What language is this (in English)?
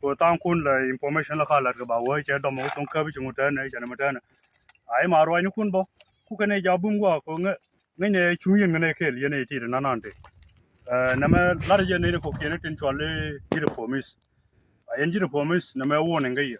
Nuer